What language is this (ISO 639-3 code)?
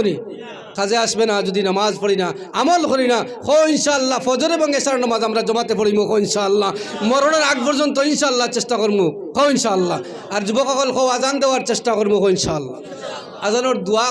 syl